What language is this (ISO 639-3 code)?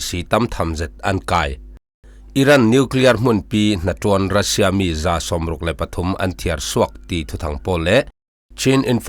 cfm